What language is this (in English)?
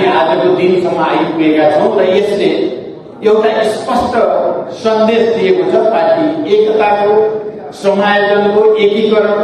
Nepali